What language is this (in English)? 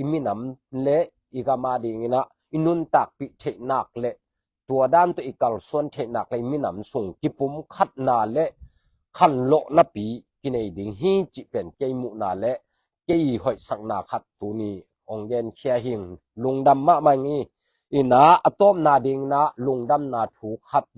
Tedim Chin